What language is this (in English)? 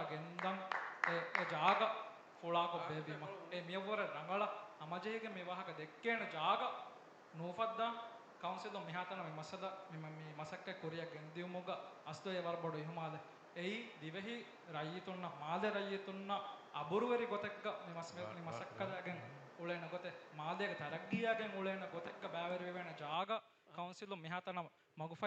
Divehi